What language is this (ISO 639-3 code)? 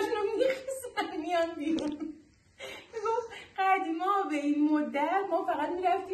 fas